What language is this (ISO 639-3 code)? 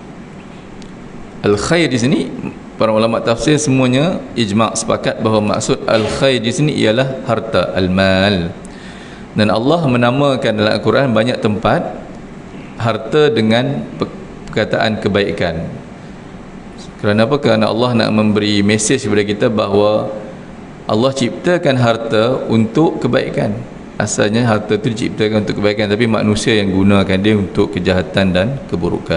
msa